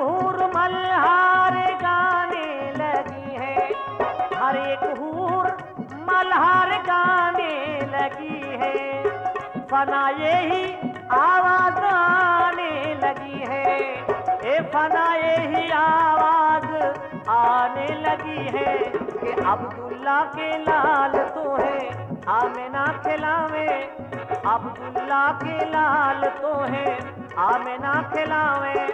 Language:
Hindi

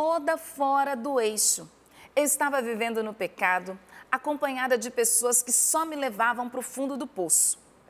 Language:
Portuguese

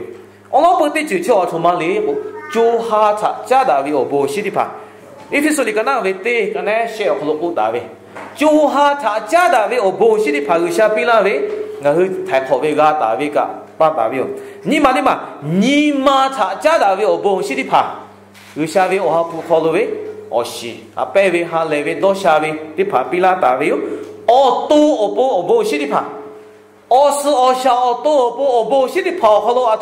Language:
Lahu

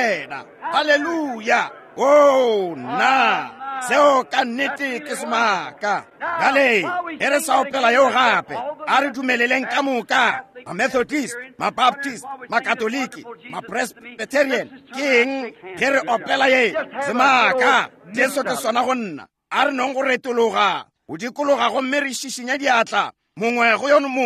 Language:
Northern Sotho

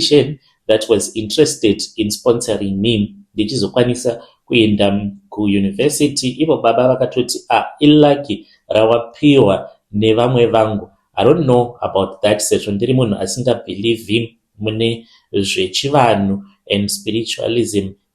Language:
Shona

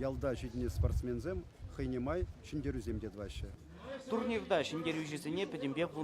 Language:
Chuvash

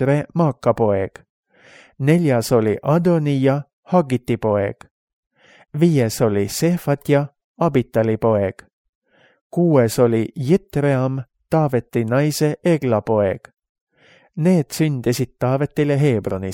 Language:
Estonian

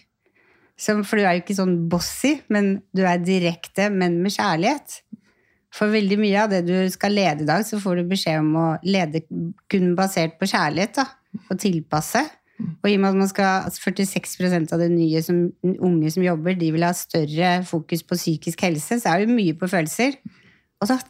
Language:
Norwegian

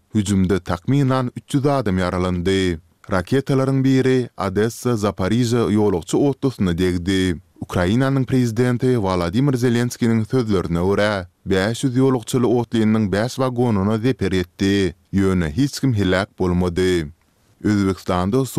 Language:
Kyrgyz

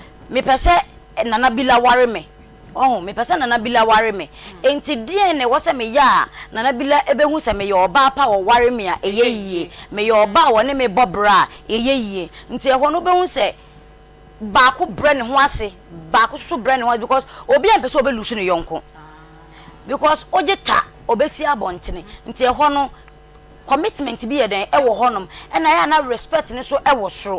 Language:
Akan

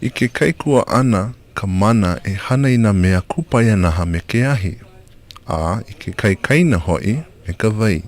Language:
Hawaiian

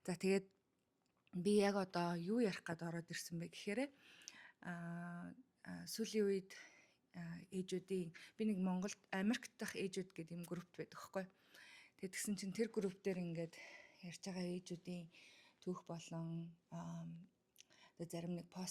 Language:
Mongolian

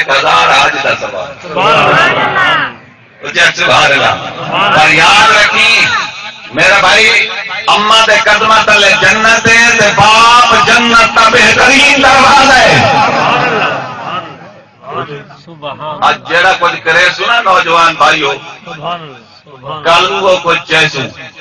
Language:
Saraiki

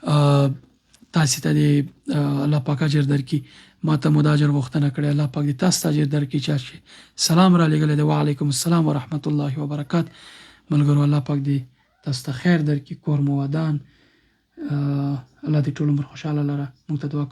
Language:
Pashto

